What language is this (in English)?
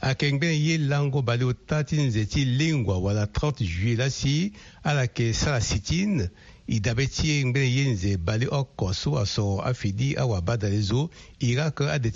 Sango